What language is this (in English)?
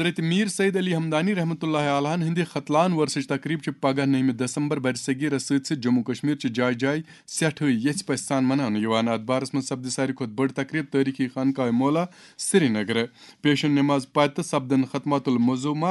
Kashmiri